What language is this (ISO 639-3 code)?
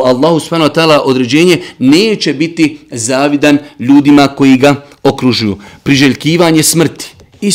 bos